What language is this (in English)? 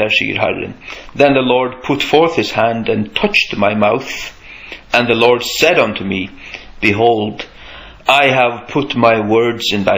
Faroese